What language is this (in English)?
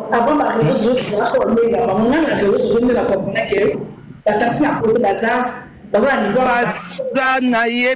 Lingala